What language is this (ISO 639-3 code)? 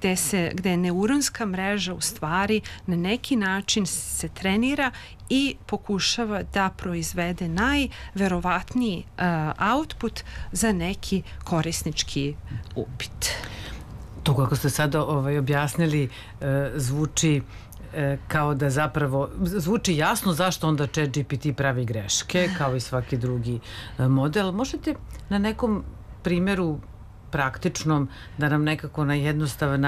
srp